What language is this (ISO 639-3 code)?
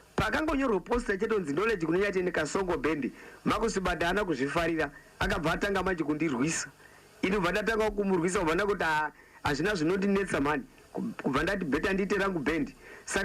sna